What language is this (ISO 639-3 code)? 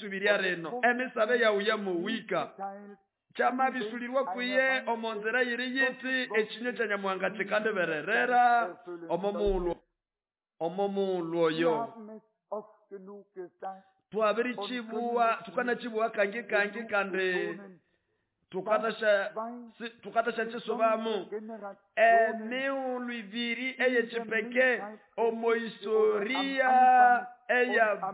nnb